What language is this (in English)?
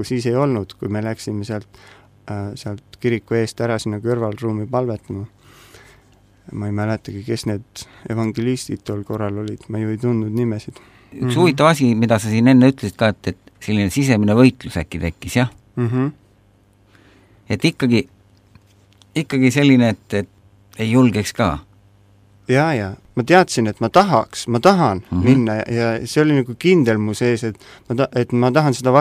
Estonian